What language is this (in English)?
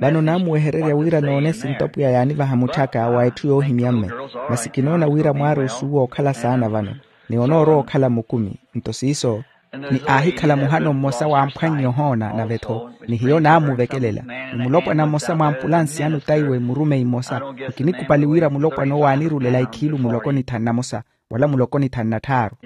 Makhuwa